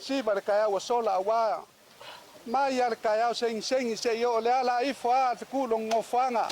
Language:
Samoan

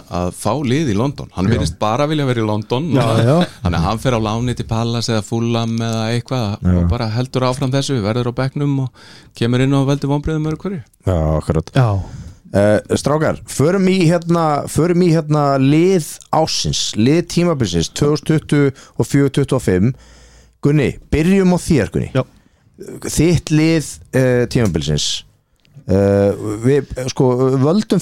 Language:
Icelandic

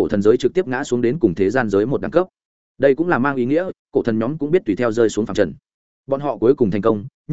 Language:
Vietnamese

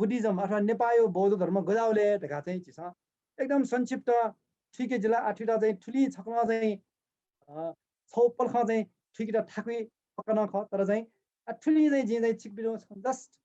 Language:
Newari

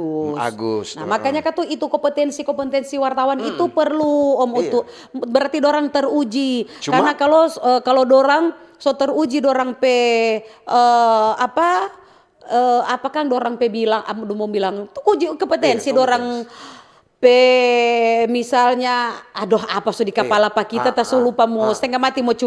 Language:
Manado Malay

